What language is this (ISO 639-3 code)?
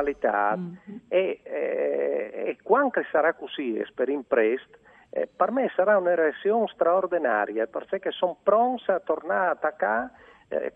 fur